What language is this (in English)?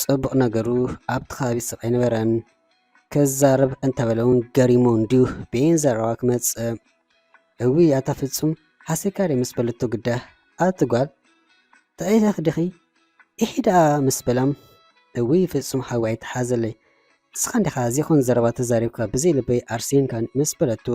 Tigrinya